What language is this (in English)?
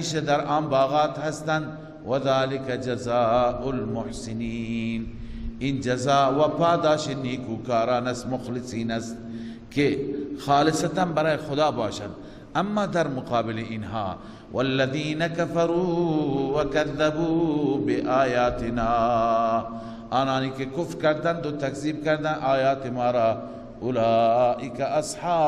Persian